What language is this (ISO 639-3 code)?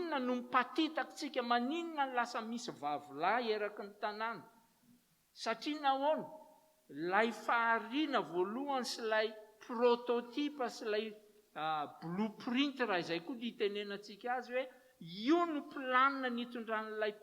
mlg